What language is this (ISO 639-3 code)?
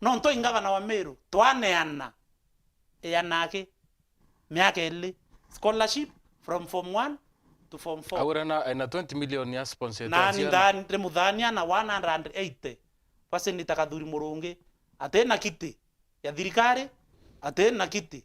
mer